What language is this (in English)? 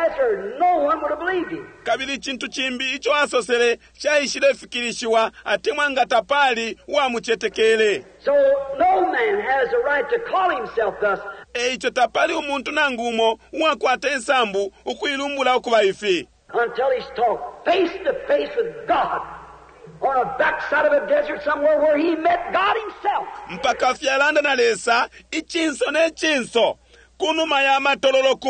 Bemba